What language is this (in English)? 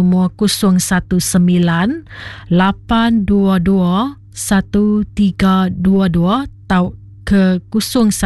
Iban